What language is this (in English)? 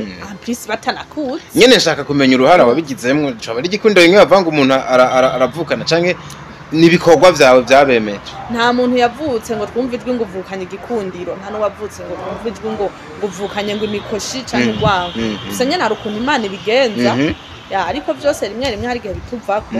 Rundi